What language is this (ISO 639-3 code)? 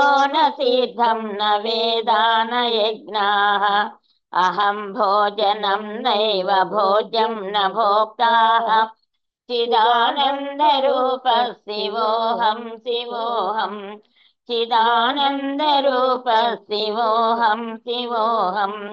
san